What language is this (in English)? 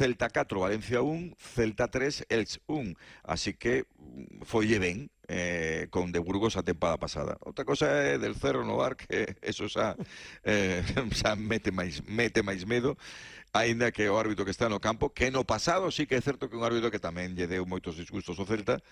Galician